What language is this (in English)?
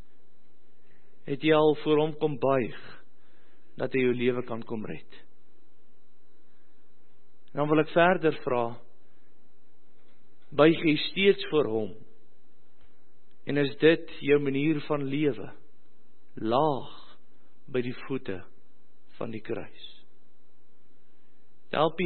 Afrikaans